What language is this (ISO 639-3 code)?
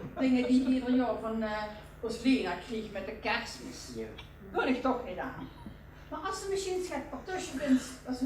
lim